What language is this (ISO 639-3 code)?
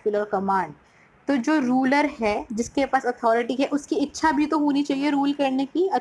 hin